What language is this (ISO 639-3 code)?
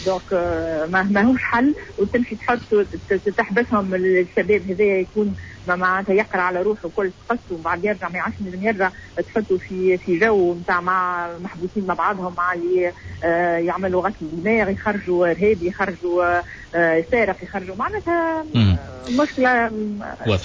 aeb